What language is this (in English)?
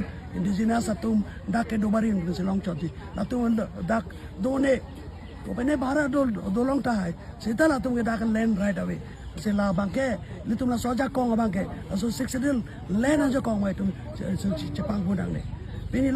Karbi